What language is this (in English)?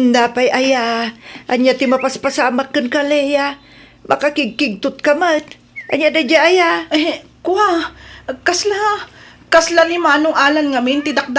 Iloko